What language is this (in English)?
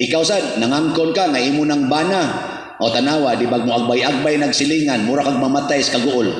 Cebuano